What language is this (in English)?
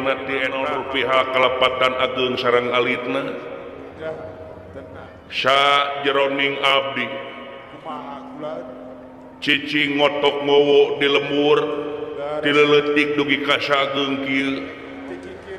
Sundanese